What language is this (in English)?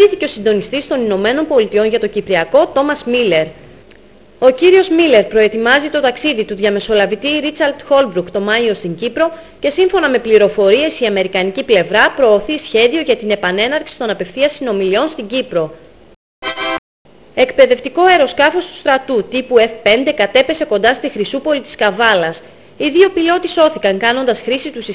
Greek